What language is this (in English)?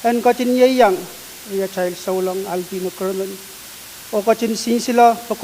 Pohnpeian